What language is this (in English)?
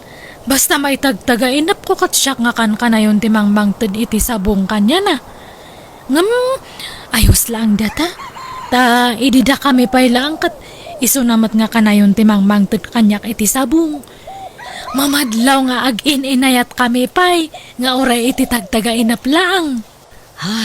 Iloko